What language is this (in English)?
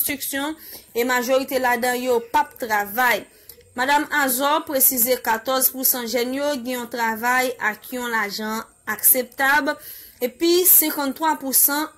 Haitian Creole